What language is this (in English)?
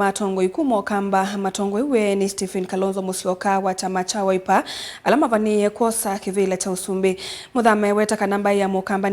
Kamba